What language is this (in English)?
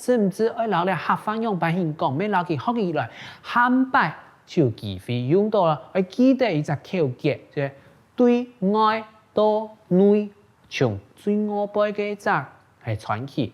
Hakka Chinese